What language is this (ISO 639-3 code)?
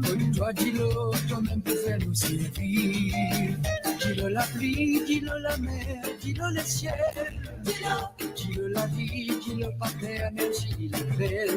mfe